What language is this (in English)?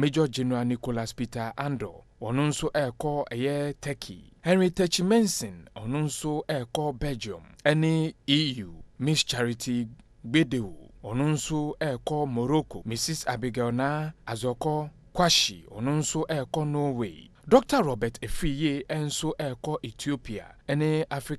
Akan